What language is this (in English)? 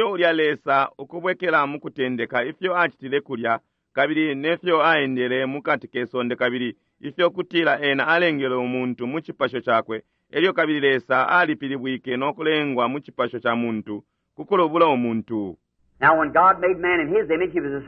Bemba